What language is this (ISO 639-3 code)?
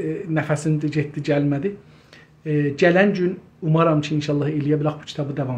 azb